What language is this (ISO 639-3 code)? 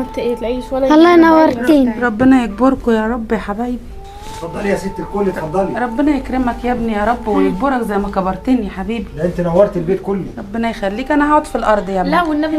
arz